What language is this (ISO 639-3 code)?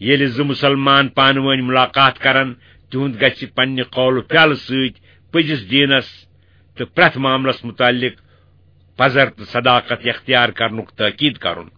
kas